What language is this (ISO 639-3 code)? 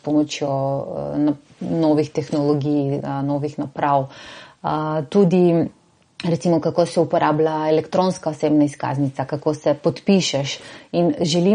slv